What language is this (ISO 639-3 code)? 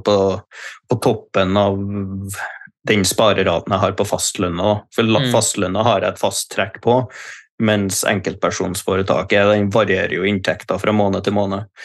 nor